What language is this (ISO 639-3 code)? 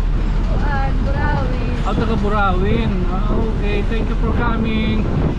war